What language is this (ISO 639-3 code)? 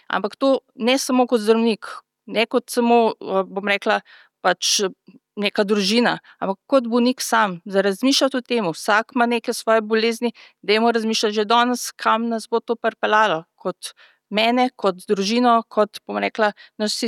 slv